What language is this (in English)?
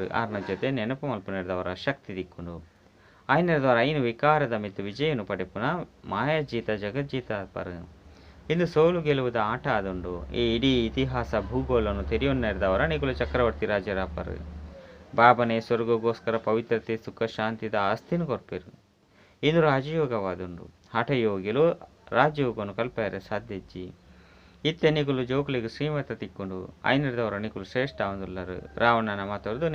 Tulu